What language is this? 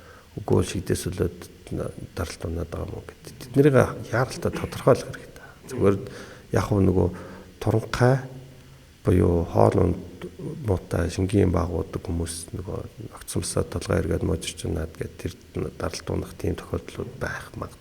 Mongolian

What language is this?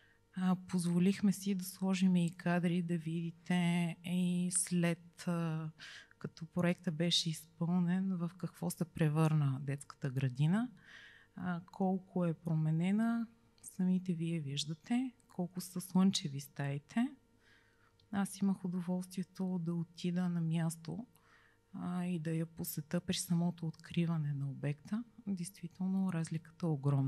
Bulgarian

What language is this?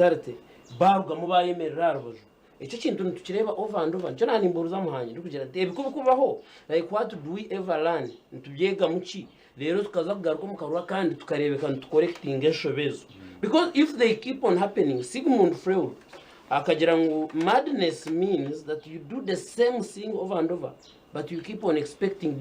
Nyankole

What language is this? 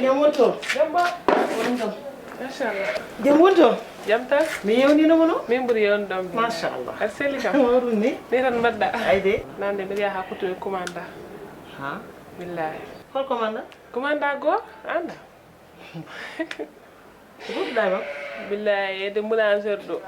Fula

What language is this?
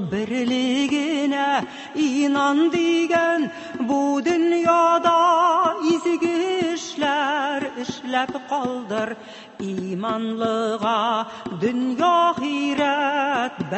Tatar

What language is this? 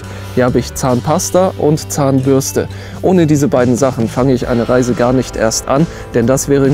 German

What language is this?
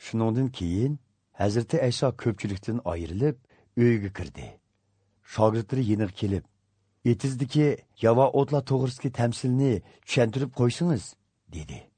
Azerbaijani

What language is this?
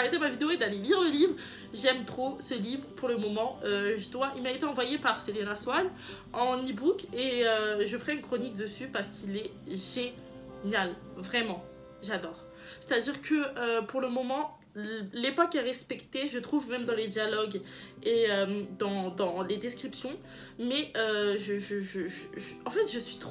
French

